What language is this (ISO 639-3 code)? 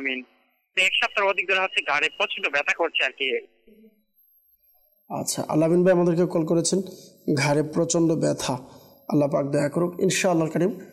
ben